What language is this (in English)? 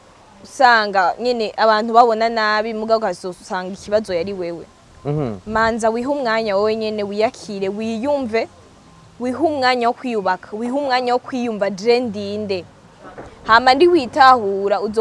Rundi